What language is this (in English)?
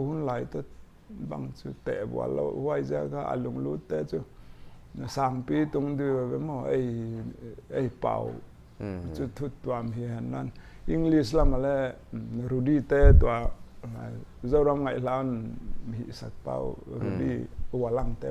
Paite Chin